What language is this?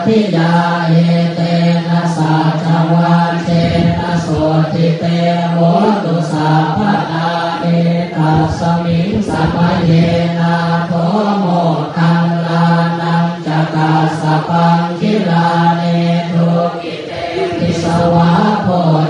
Pali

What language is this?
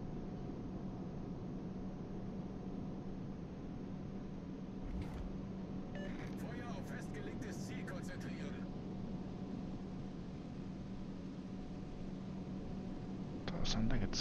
German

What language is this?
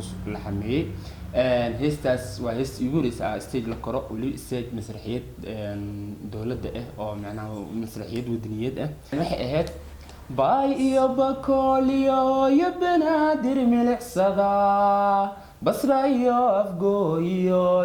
Somali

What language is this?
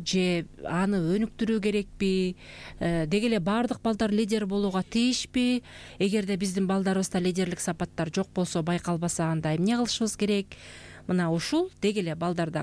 Kyrgyz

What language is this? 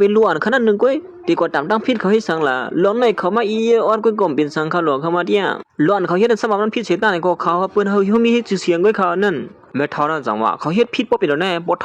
Shan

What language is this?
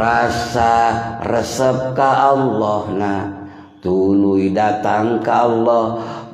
Sundanese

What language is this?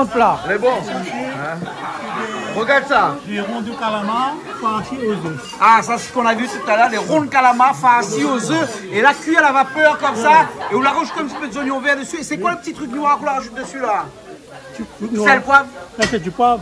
Réunion Creole French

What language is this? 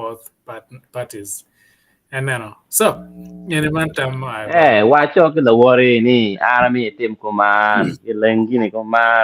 Acoli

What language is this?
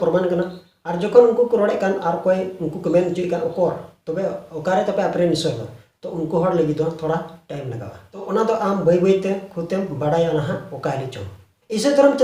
Santali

